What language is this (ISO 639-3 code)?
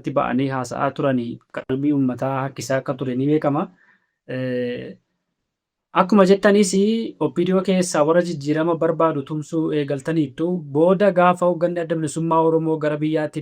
orm